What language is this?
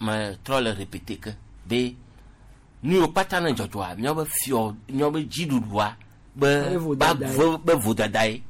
Gen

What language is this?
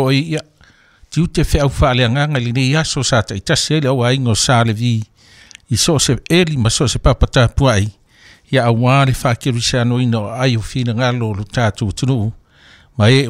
Samoan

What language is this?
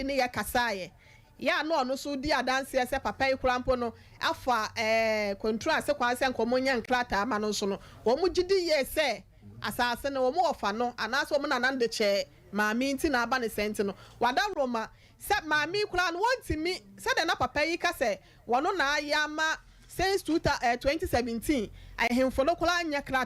Akan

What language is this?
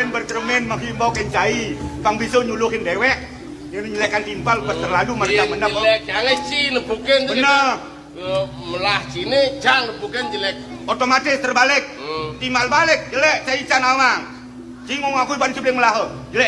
Balinese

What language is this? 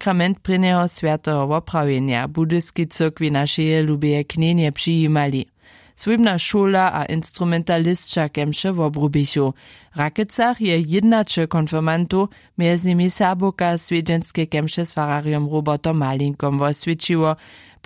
Upper Sorbian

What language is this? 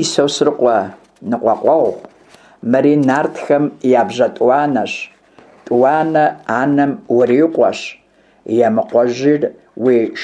Kabardian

